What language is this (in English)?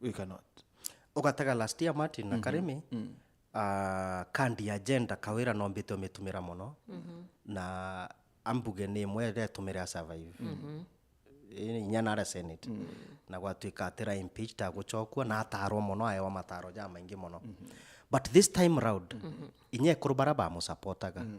Meru